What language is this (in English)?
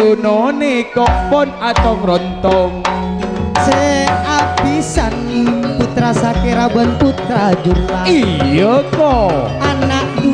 Madurese